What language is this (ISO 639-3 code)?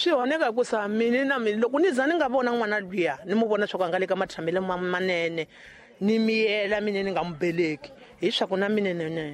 tso